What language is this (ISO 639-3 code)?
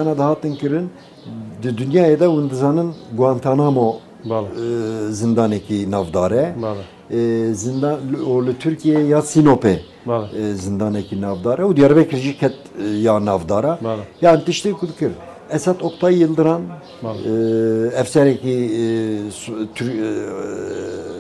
kur